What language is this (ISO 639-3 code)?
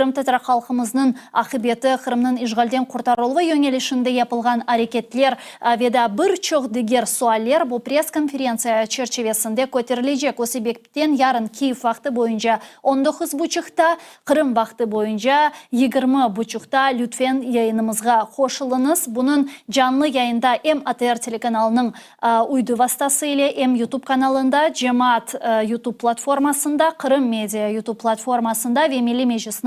crh